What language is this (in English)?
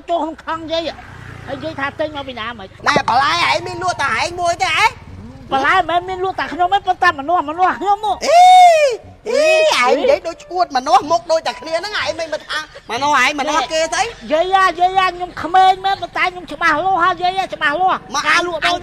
Khmer